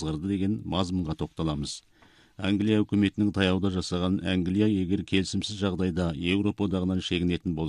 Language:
Kazakh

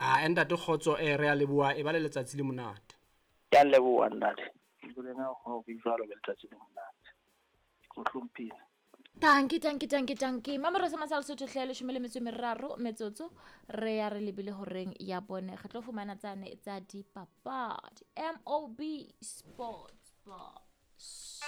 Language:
Southern Sotho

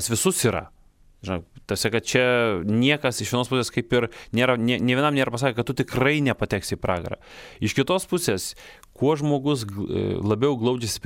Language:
Lithuanian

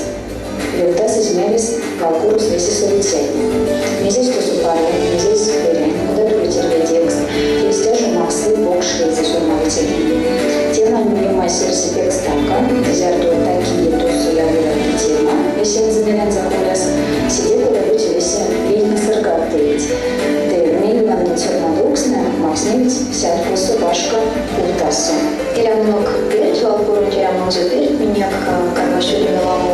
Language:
Erzya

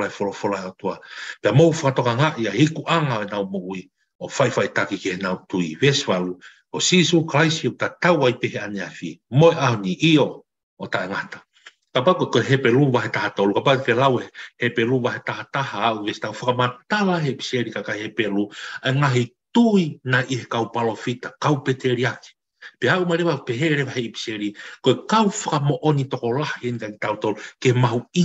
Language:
Tongan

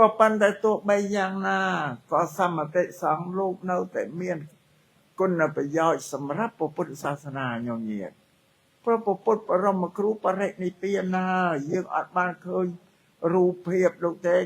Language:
Khmer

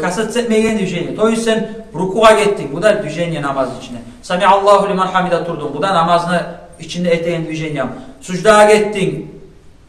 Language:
Kumyk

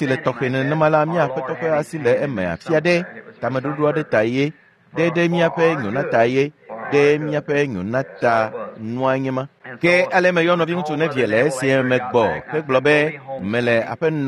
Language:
Ewe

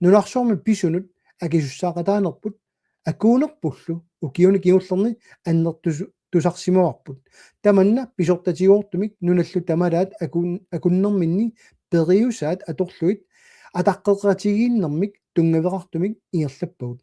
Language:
Kalaallisut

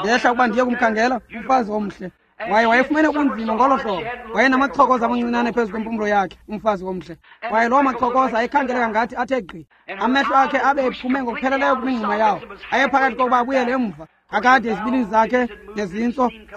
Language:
Xhosa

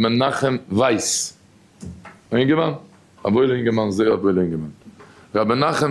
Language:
Yiddish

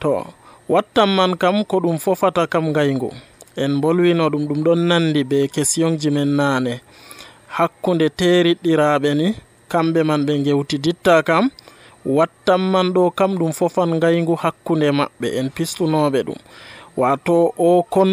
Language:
Nigerian Fulfulde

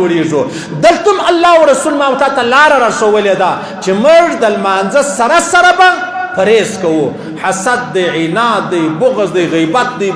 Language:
Pashto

